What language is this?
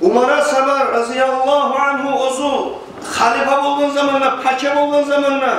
Kumyk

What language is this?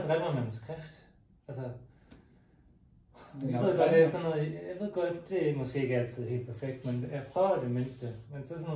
Danish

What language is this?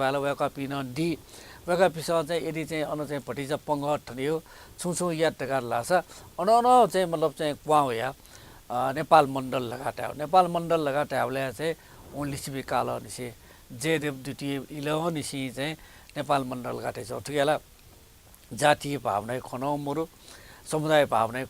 Newari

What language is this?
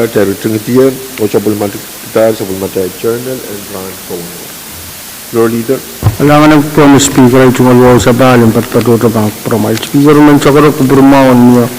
Pohnpeian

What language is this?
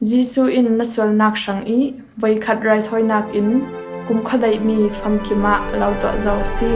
Falam Chin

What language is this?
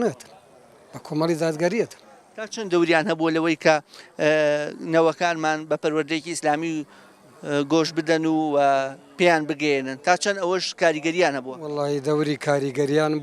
Central Kurdish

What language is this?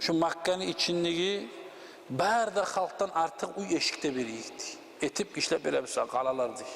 Kumyk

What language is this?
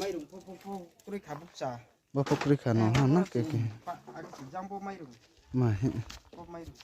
Riang (India)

